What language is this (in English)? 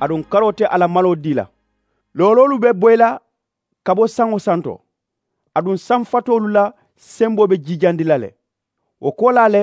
Mandingo